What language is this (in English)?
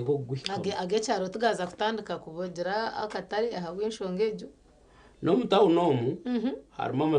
Nyankole